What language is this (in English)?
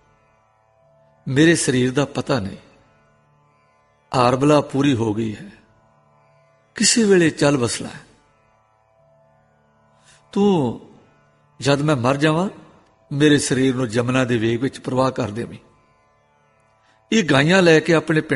Punjabi